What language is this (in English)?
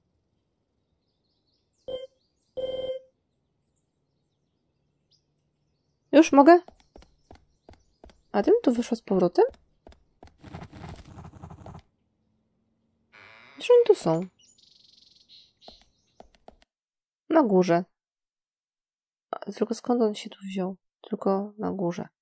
Polish